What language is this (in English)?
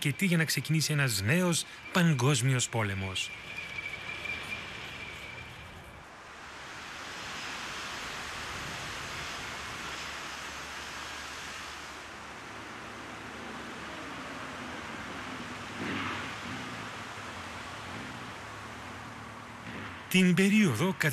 Greek